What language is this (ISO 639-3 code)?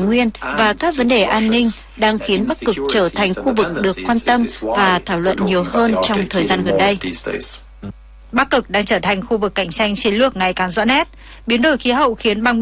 vie